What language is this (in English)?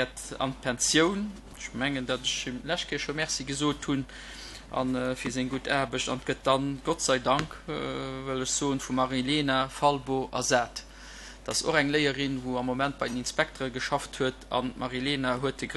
Luxembourgish